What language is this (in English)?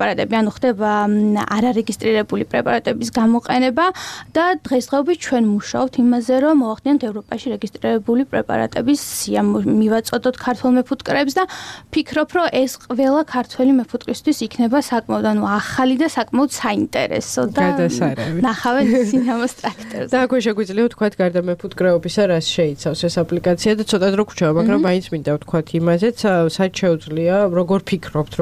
Georgian